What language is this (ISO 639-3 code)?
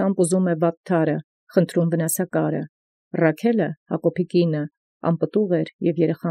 hye